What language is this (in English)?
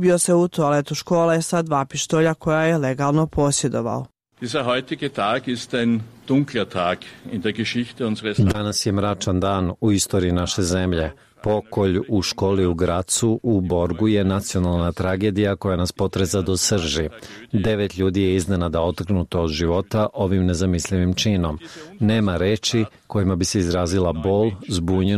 Bosnian